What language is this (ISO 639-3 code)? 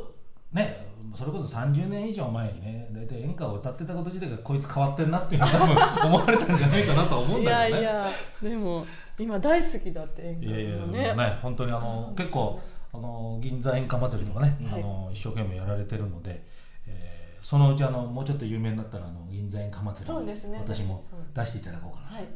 jpn